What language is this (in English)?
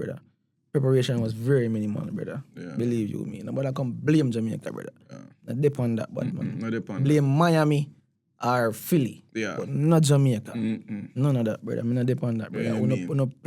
Jamaican Creole English